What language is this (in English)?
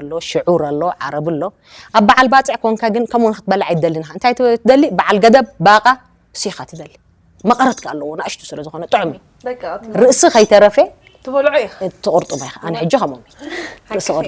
Tigrinya